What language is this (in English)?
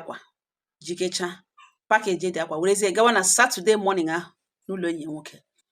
Igbo